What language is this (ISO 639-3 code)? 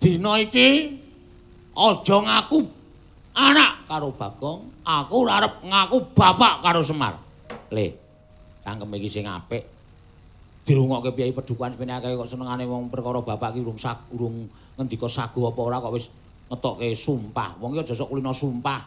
jav